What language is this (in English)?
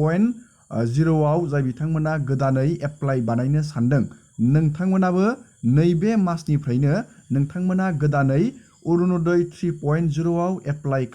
Bodo